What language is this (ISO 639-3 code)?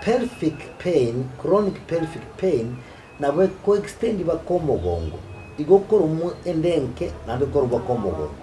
guz